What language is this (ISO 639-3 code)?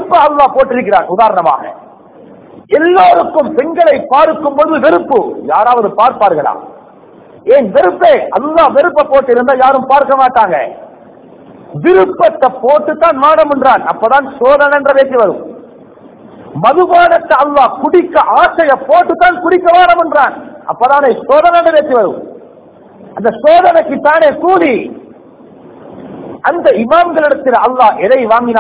tam